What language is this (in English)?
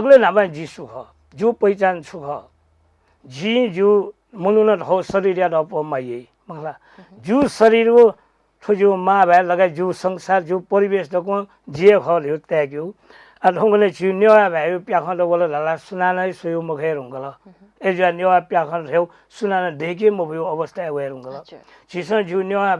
Newari